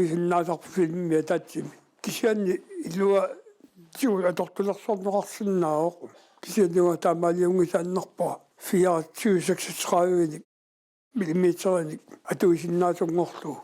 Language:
Kalaallisut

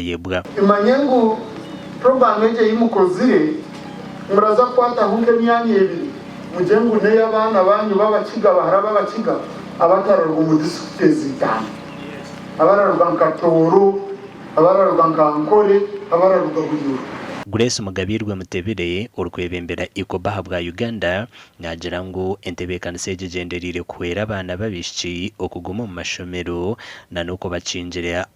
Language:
Nyankole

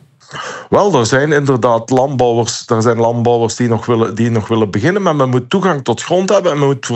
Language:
Dutch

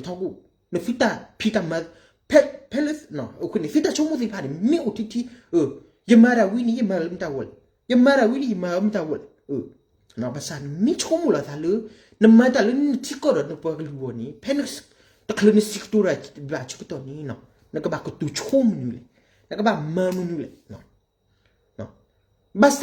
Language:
S'gaw Karen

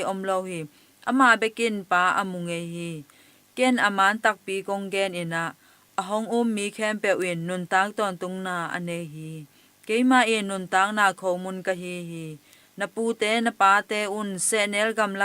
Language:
Tedim Chin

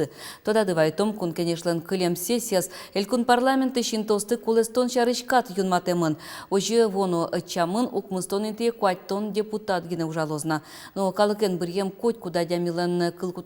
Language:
Udmurt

